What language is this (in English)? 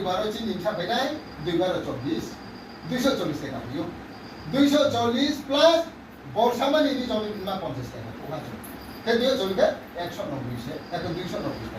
Riang (India)